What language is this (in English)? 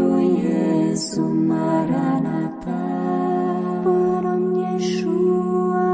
Croatian